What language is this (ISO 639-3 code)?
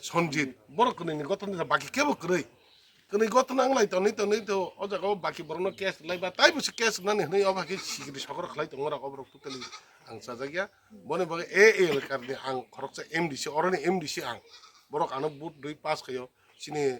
trp